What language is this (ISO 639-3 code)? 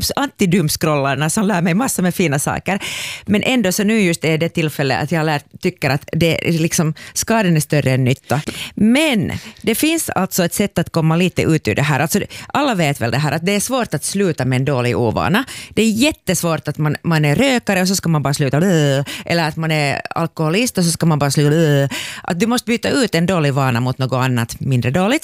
swe